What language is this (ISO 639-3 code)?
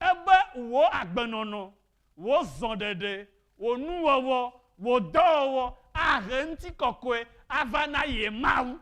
ewe